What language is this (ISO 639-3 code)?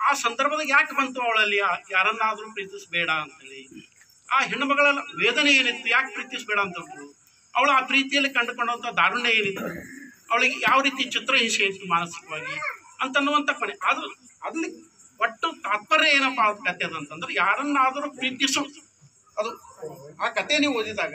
kan